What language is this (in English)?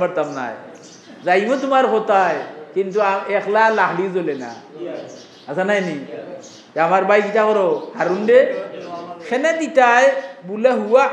Sylheti